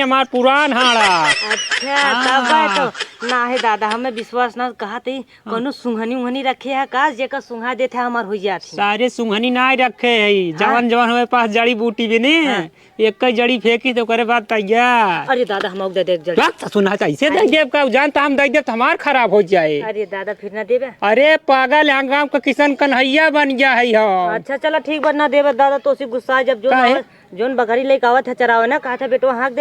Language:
Awadhi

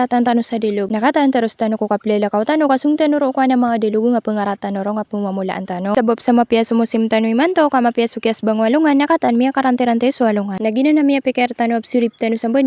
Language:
Maranao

